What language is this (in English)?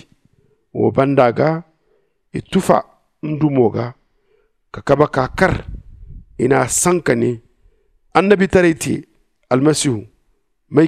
Zarma